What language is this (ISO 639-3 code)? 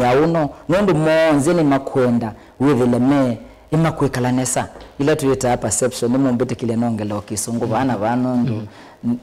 kam